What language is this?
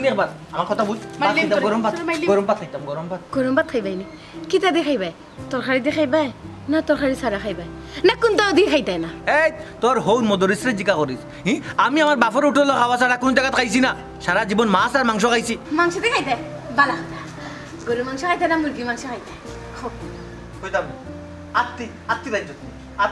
Sylheti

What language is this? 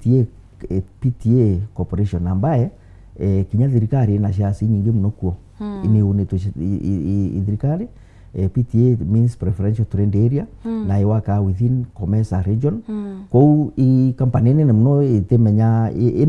Meru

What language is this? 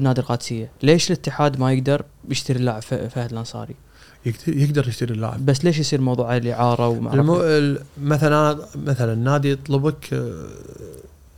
Gulf Arabic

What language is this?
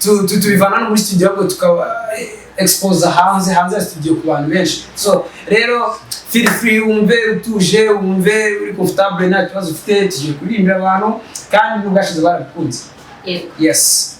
Kinyarwanda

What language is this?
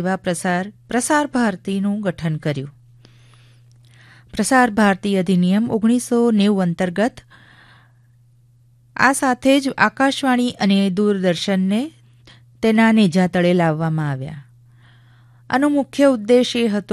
Gujarati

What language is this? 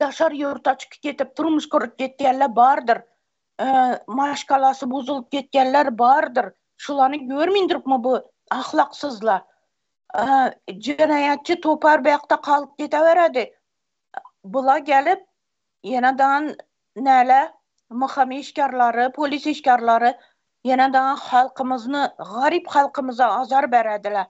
Turkmen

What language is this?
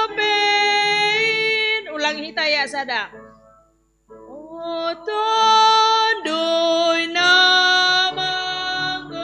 Batak Simalungun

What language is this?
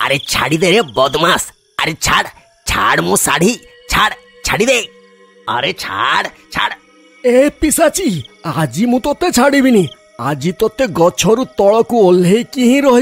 Odia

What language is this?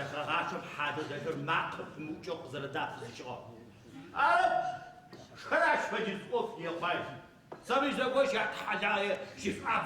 Adyghe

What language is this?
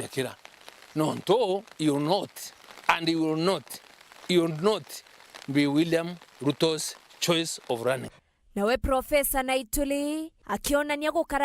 Meru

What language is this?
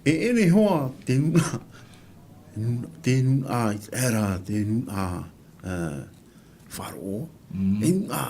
Tahitian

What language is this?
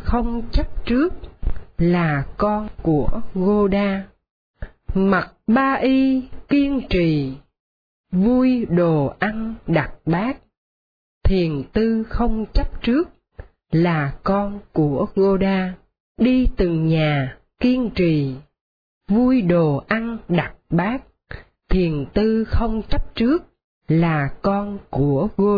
Vietnamese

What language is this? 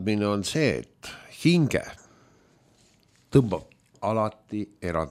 Estonian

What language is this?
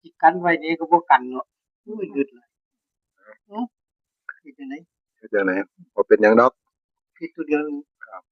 Northeastern Thai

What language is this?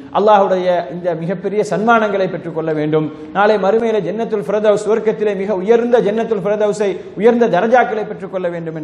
Tamil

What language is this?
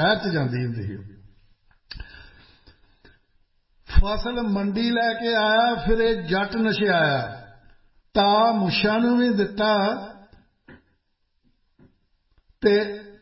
Punjabi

